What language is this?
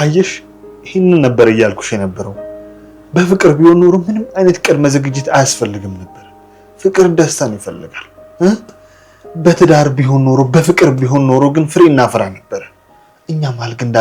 Amharic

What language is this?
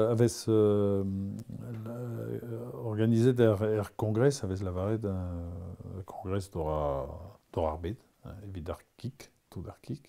Breton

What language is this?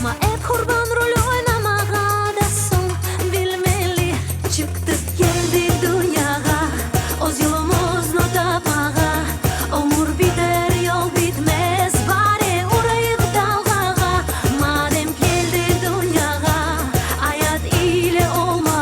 Crimean Tatar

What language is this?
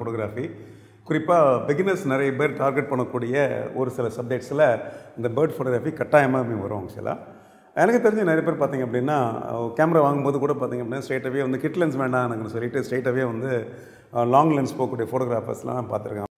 Tamil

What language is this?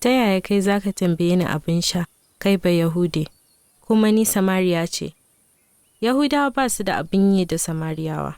Hausa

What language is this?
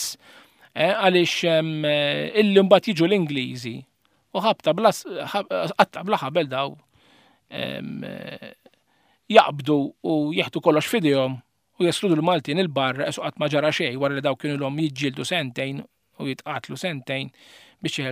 Maltese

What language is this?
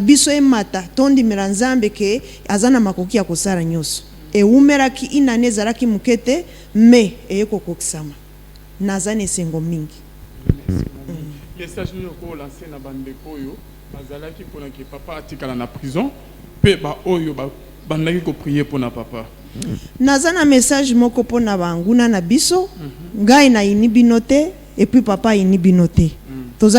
Lingala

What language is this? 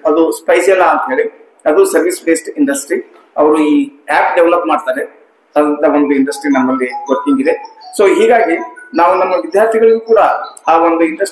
Kannada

